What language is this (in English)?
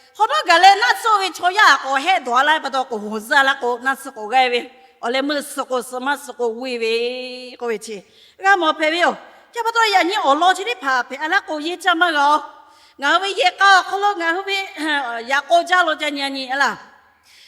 Lahu